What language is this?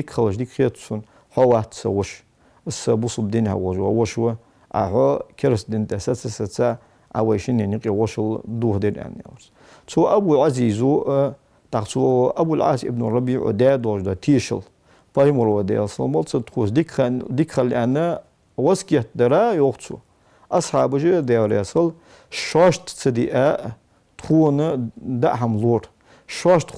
Ingush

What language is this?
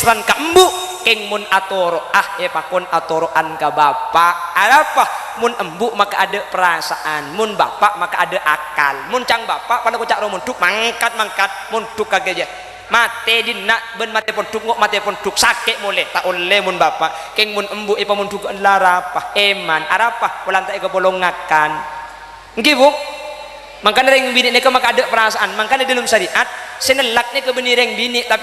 Madurese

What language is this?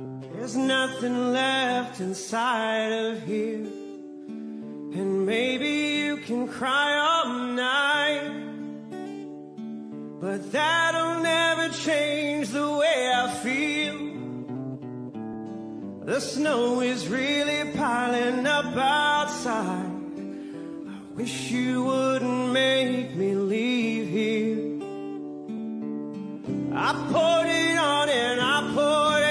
English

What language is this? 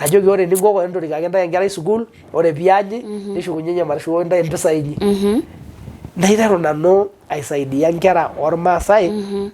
Masai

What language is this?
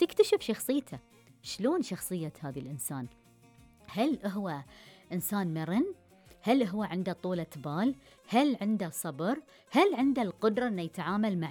Gulf Arabic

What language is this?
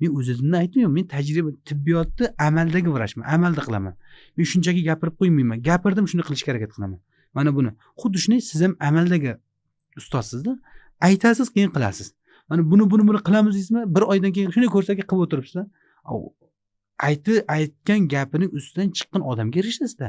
Uzbek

